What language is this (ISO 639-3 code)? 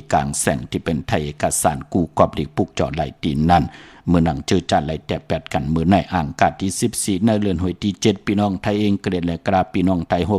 shn